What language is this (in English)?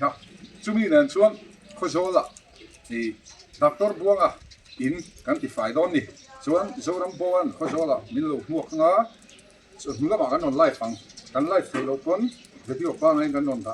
Mizo